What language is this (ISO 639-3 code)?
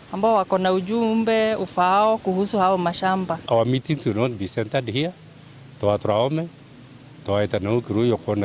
mer